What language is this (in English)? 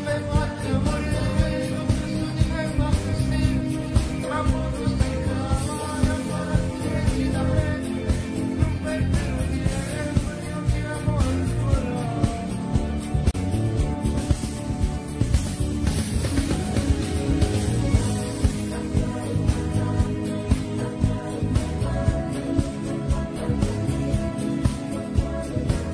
Italian